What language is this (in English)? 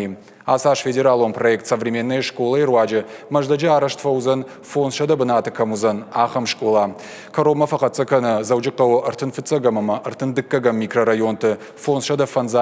Ossetic